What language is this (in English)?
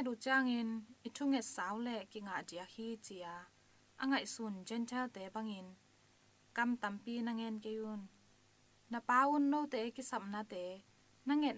Tedim Chin